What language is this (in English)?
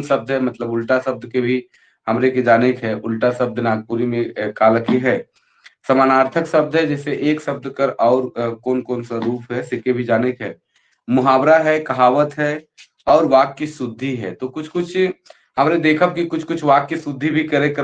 Sadri